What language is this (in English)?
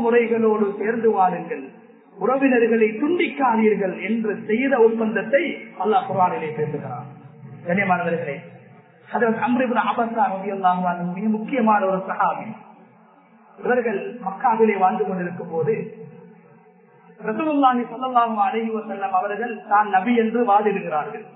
Tamil